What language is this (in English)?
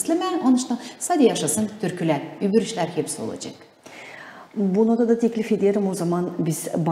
Gagauz